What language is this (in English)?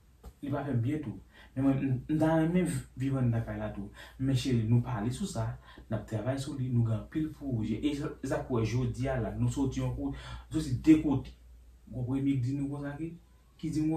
Haitian Creole